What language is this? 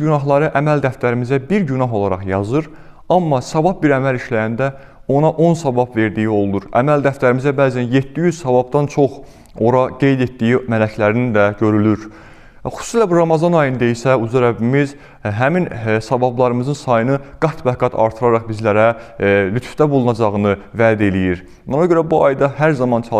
Azerbaijani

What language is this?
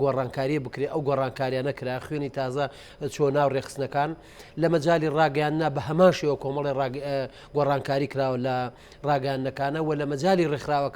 Central Kurdish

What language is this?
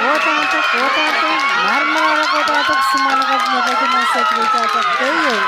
Pohnpeian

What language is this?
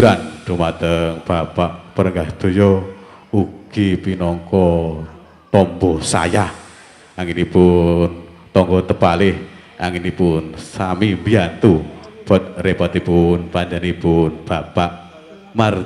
Javanese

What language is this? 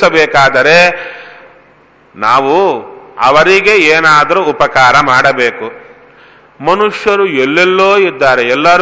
Kannada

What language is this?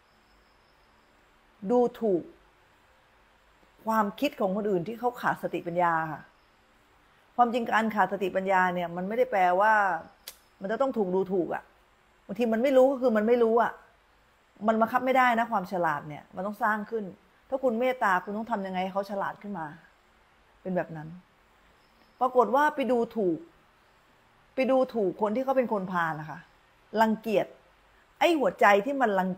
Thai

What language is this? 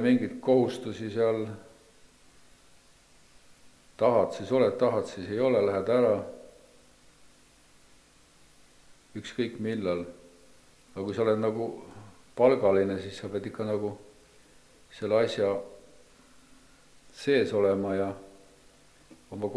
Estonian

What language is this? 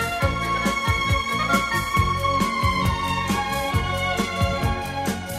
Bulgarian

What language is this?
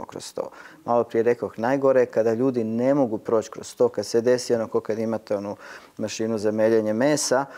Croatian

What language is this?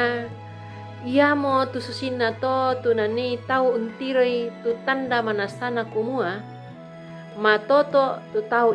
Toraja-Sa'dan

